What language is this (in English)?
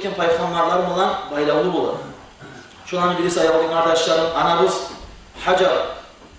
Kumyk